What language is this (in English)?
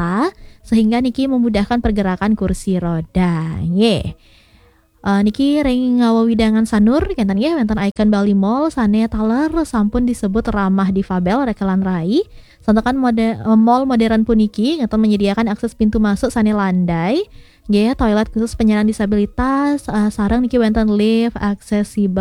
Balinese